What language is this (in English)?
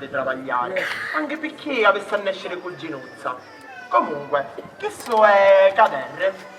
Sicilian